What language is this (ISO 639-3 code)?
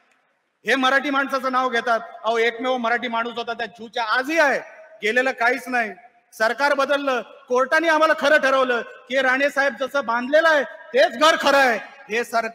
mar